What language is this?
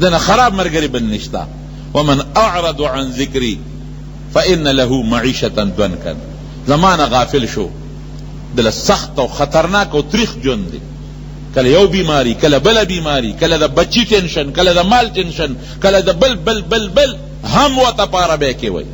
Pashto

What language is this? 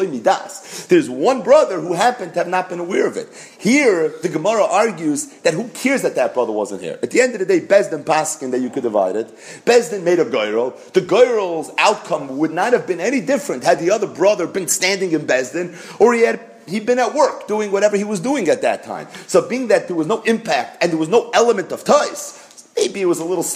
English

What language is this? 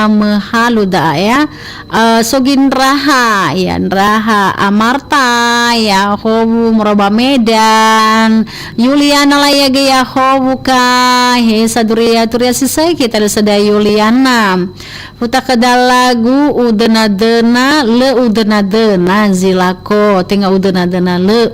Nias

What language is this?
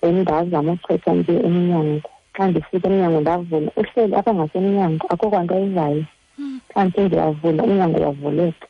Xhosa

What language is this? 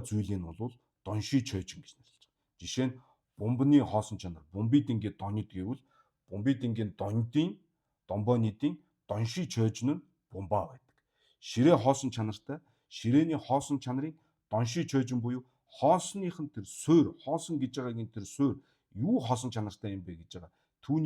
Mongolian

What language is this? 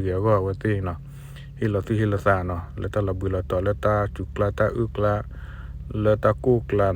S'gaw Karen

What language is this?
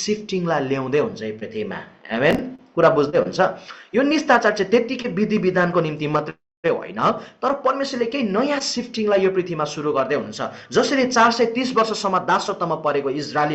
Nepali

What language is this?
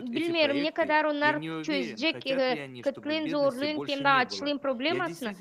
Gagauz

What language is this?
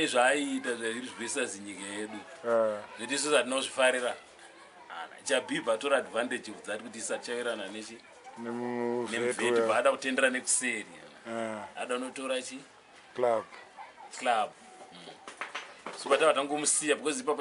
Shona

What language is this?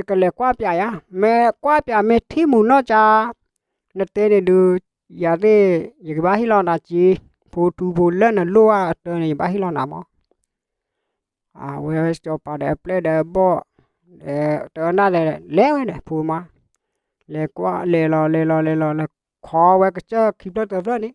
S'gaw Karen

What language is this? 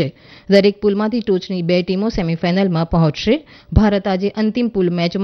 Gujarati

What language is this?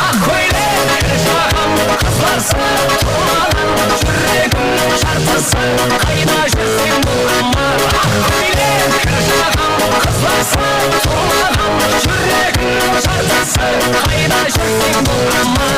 Kara-Kalpak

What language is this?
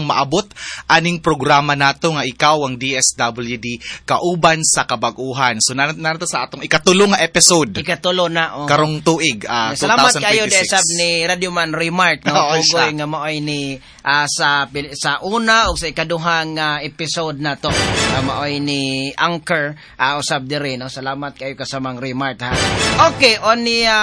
Cebuano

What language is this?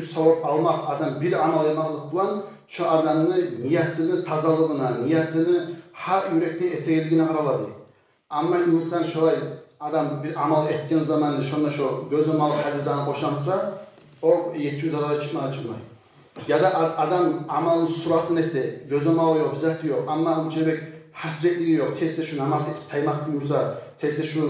Kumyk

